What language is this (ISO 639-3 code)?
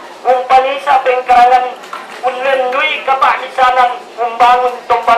sda